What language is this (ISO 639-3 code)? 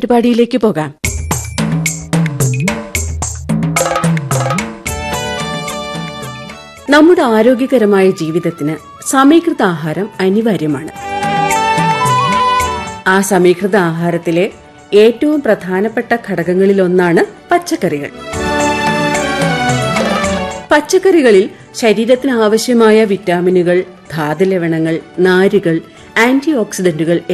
mal